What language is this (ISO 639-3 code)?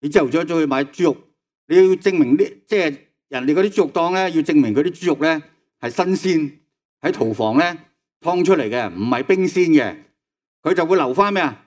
yue